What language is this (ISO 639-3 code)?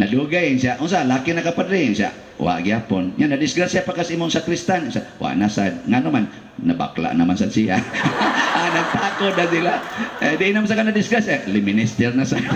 ceb